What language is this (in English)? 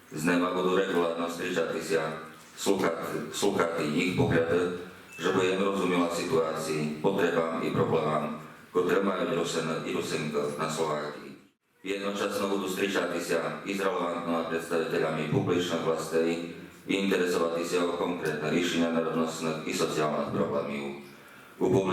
Rusyn